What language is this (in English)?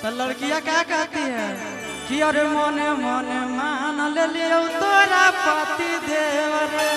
Magahi